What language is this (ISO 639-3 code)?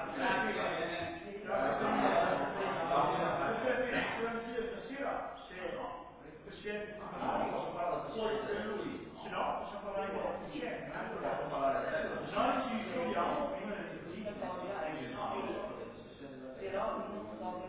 ita